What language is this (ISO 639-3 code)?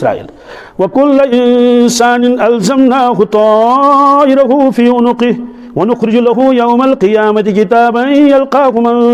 kas